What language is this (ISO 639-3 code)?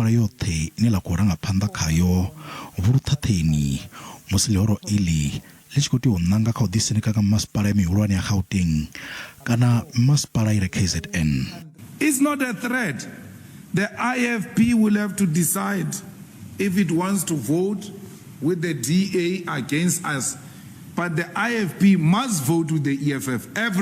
ven